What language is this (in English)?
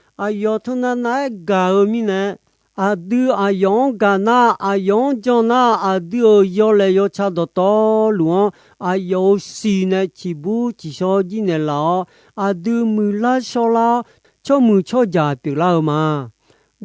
Akha